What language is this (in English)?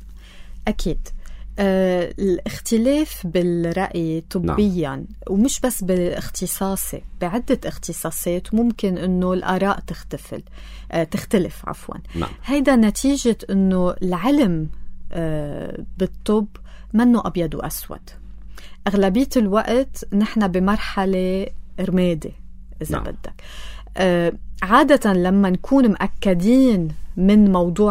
North Levantine Arabic